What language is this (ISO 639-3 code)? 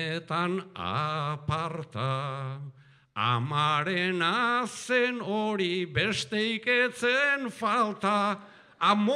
eus